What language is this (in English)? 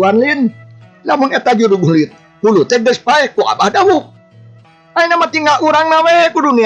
Sundanese